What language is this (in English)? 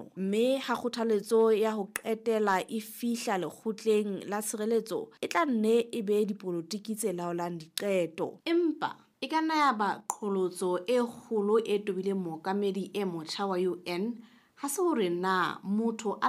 Southern Sotho